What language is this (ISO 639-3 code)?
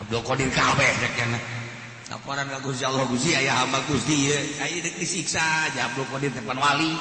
sun